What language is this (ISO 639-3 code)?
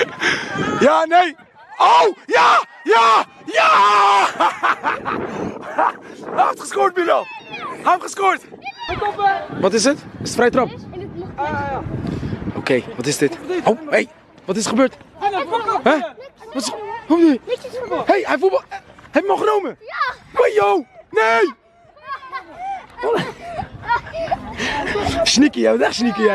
nld